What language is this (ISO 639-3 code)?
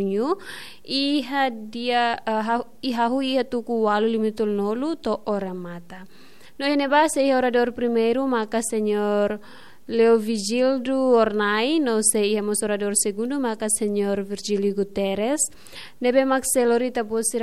tet